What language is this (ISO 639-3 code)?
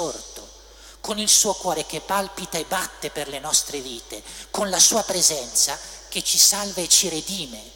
ita